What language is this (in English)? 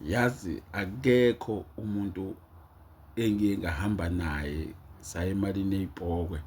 Zulu